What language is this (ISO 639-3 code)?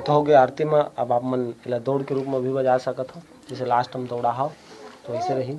hne